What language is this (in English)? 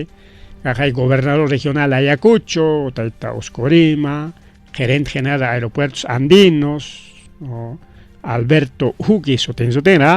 Ayacucho Quechua